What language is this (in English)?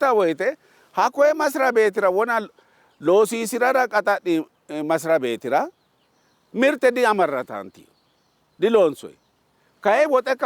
Sidamo